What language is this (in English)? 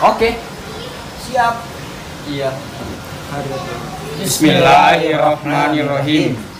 Buginese